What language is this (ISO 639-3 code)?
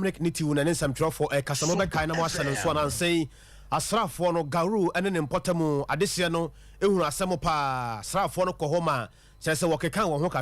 aka